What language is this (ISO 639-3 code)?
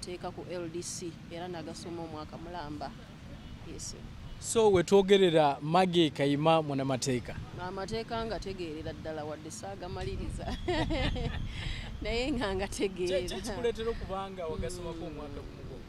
lug